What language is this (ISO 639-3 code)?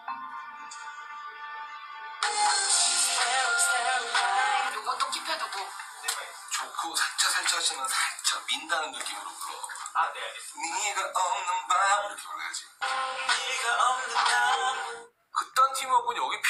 kor